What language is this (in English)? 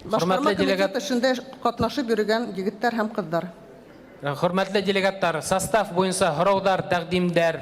Bashkir